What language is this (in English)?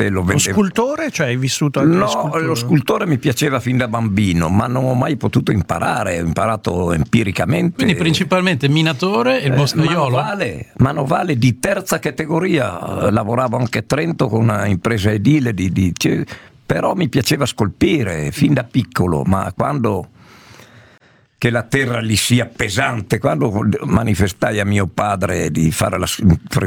Italian